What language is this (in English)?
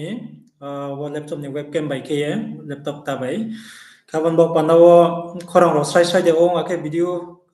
Riang (India)